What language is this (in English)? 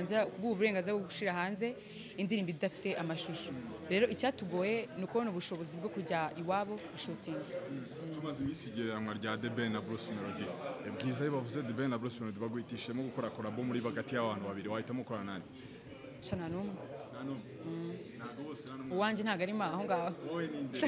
Kinyarwanda